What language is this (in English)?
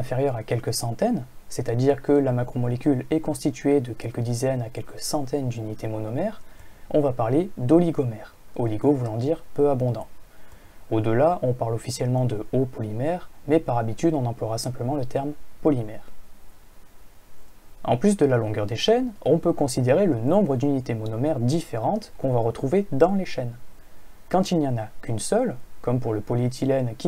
French